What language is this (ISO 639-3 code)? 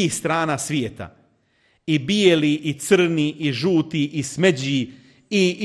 bos